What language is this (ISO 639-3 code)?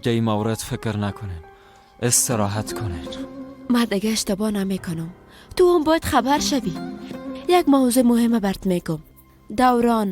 fas